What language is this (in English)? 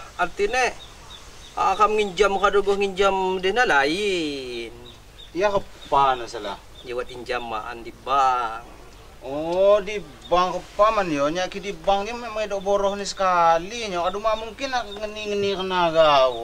Lampung Api